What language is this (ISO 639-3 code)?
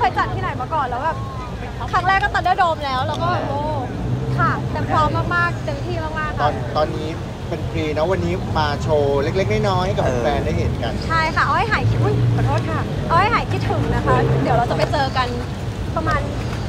tha